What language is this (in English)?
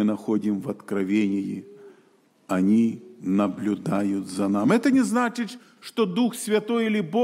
Russian